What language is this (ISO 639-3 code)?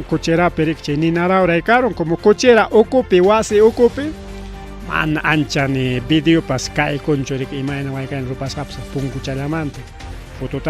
quy